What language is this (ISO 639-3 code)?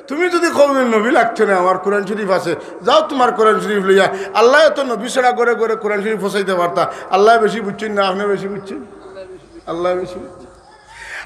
syl